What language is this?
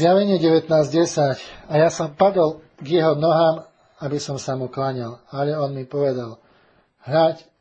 Slovak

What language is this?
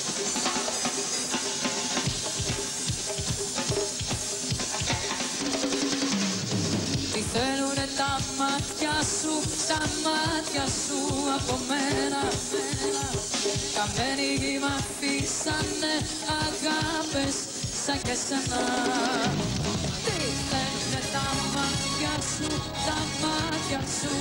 Greek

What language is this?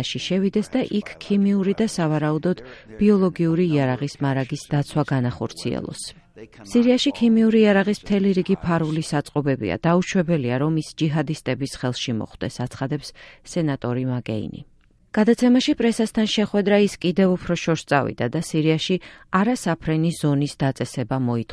Georgian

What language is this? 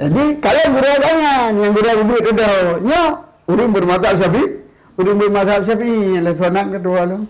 Achinese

